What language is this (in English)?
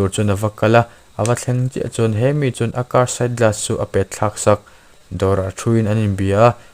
Mizo